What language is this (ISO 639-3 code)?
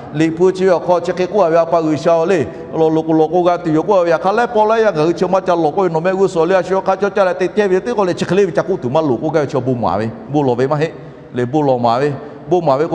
lhu